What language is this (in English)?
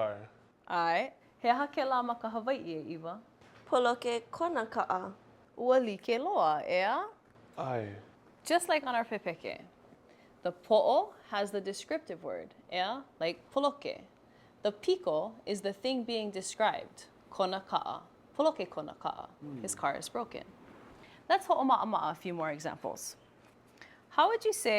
Hawaiian